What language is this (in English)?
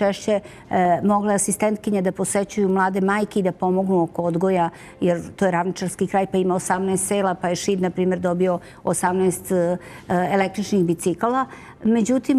Serbian